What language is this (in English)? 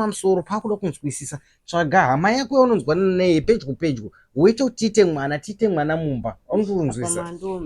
Shona